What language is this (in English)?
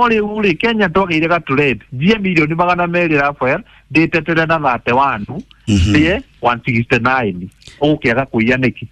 Kikuyu